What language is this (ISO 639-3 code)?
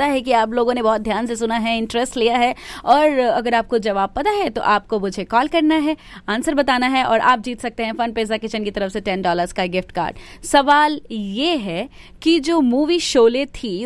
hin